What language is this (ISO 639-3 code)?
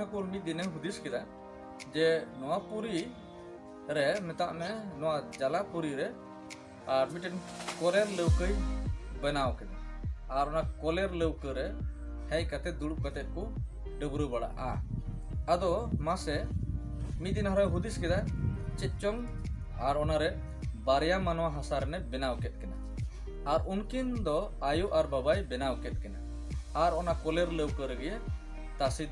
sat